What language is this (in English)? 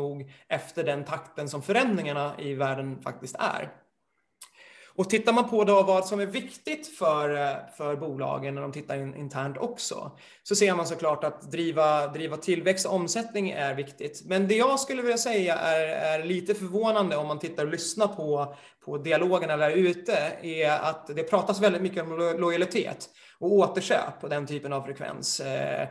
Swedish